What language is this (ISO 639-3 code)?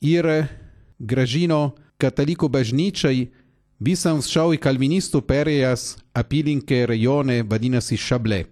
lit